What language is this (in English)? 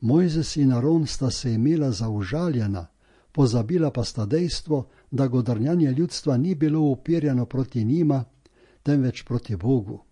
Slovenian